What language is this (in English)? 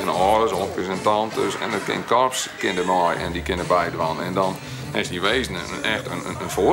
Western Frisian